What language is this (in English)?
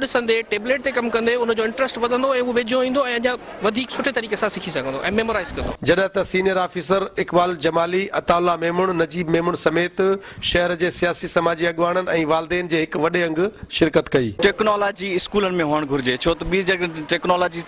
Sindhi